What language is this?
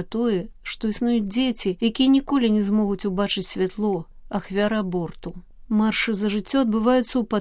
Belarusian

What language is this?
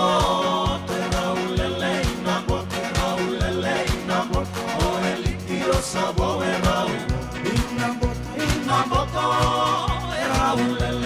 Fijian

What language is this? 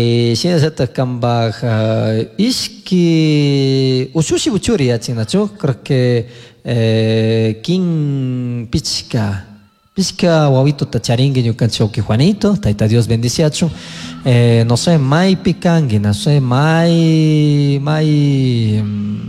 Chimborazo Highland Quichua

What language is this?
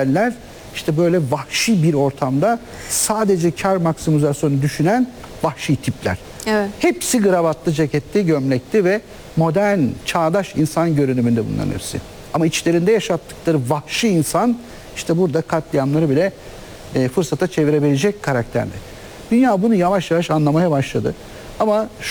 Turkish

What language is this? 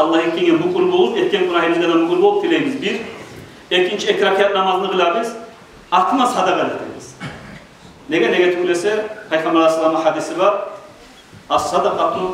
Kumyk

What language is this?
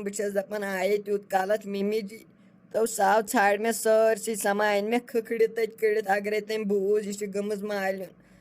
Kashmiri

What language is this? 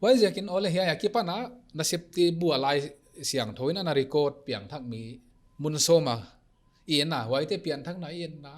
Paite Chin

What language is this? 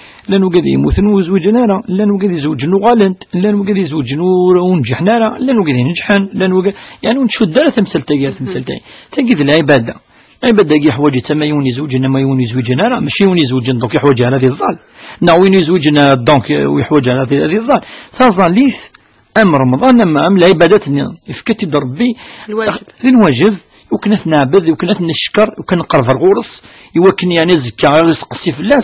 Kabyle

